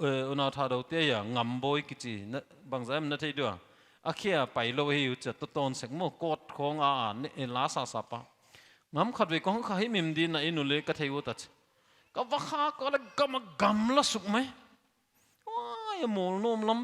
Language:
Paite Chin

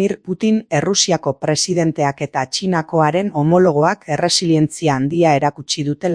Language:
Basque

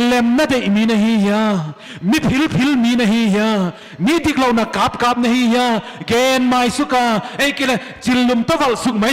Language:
Paite Chin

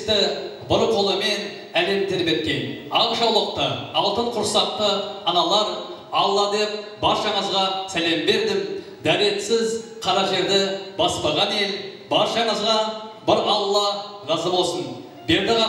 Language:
Kara-Kalpak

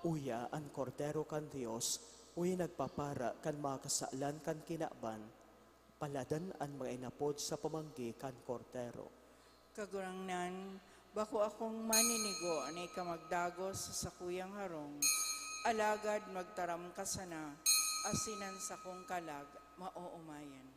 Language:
Bikol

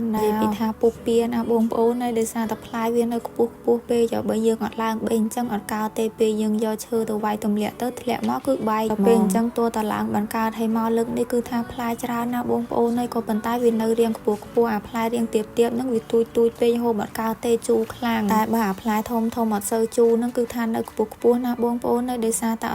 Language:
Khmer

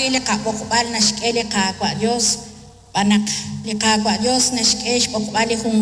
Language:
Kekchí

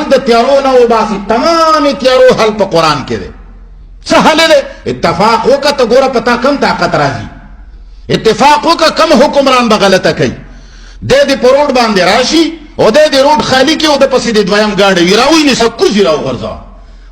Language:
Pashto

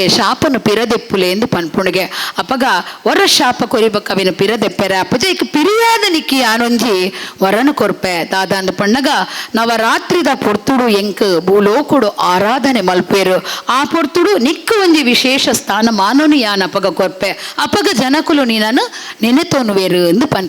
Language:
Tulu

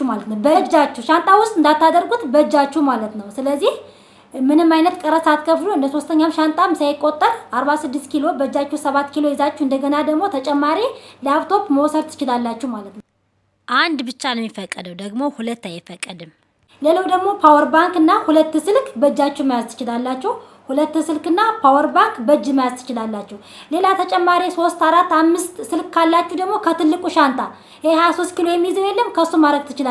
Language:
Amharic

